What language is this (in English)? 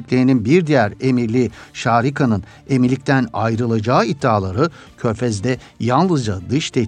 Turkish